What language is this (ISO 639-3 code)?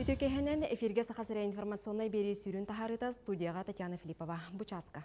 sah